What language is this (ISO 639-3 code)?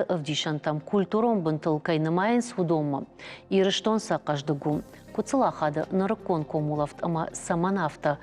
oss